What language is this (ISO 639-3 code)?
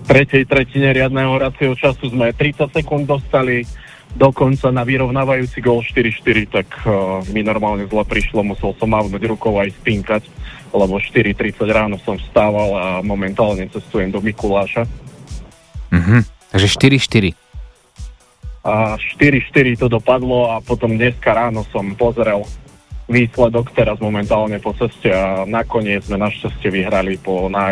slk